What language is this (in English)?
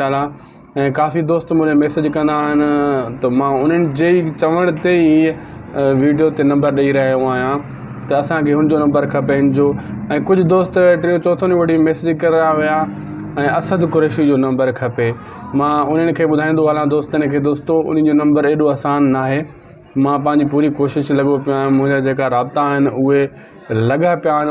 Sindhi